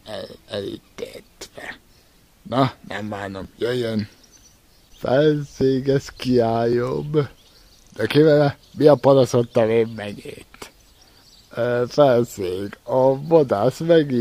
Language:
Hungarian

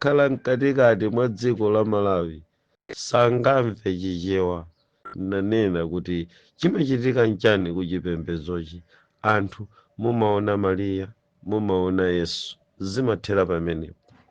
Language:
Nyanja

